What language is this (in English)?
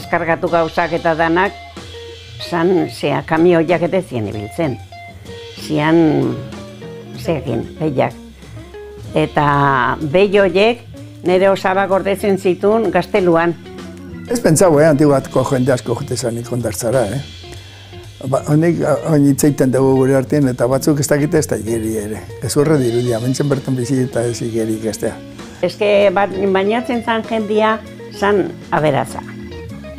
Basque